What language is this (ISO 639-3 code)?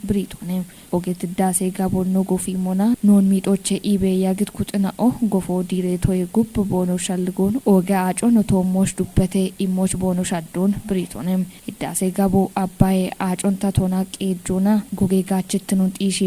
kbr